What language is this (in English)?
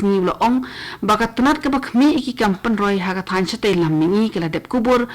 Khasi